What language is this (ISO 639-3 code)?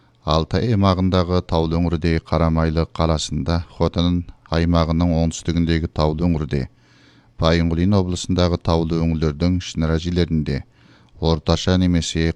kaz